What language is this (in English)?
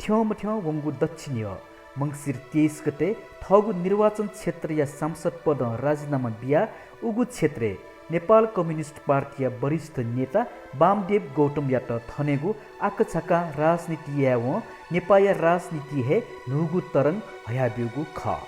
Newari